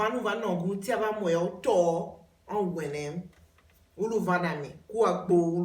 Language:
Tiv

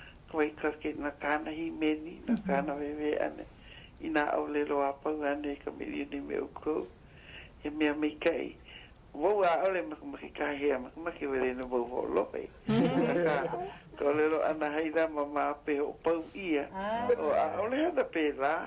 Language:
Hawaiian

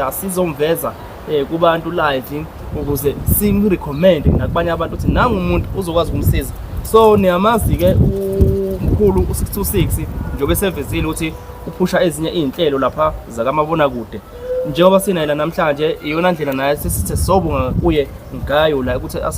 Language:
Zulu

